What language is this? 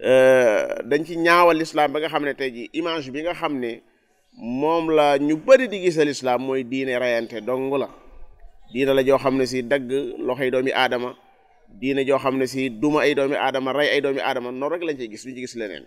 Wolof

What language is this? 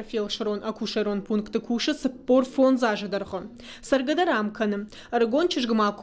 Ossetic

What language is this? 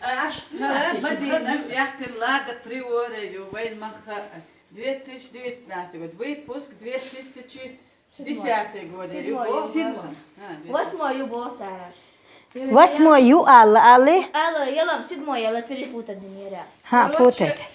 Chechen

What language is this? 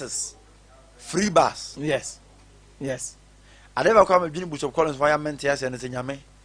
Akan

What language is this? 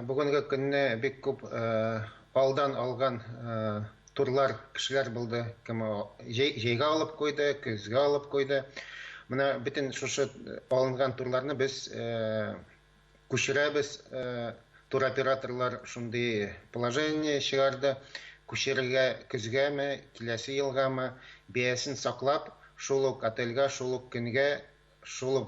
Tatar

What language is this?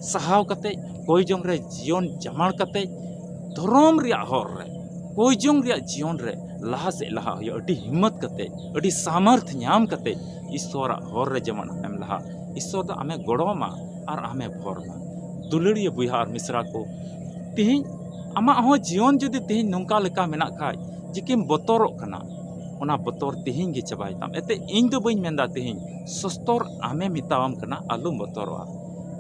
Santali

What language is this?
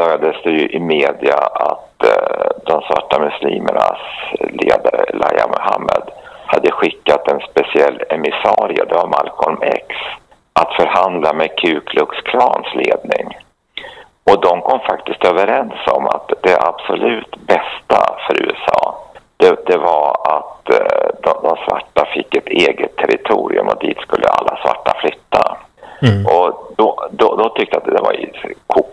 Swedish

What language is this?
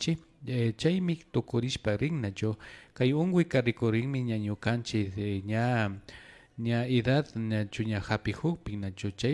Imbabura Highland Quichua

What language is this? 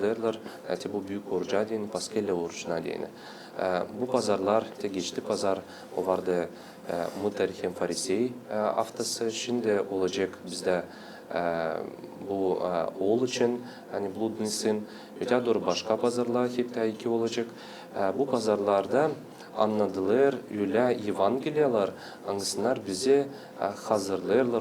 Gagauz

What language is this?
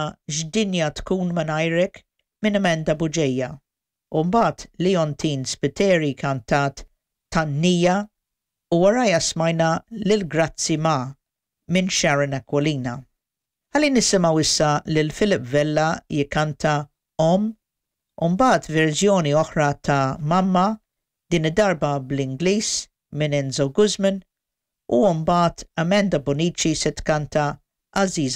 Maltese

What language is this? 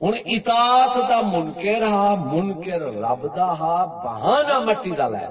Saraiki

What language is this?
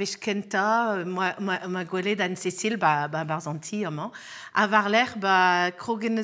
Breton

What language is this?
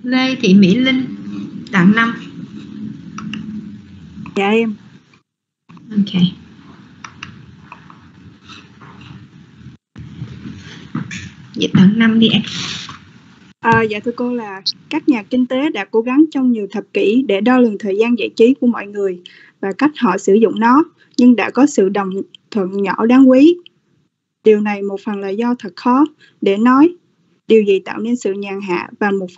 Vietnamese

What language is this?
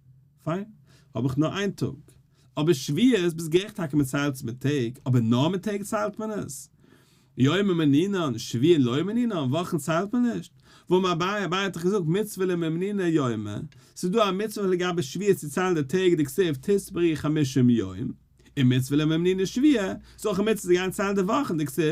Yiddish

